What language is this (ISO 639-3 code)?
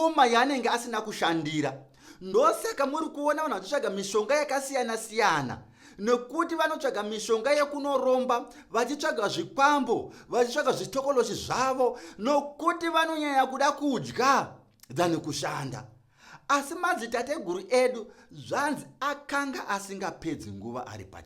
sna